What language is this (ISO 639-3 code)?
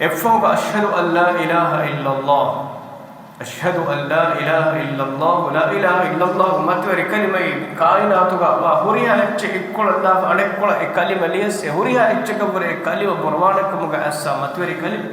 div